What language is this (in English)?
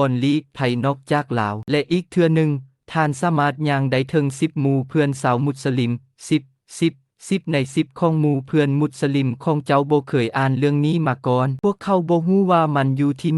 Lao